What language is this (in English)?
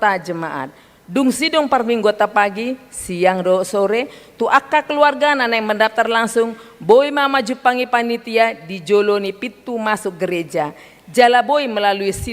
Batak Toba